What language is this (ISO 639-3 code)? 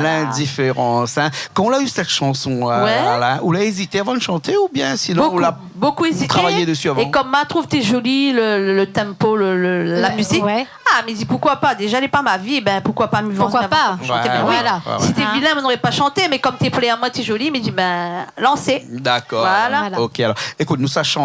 rcf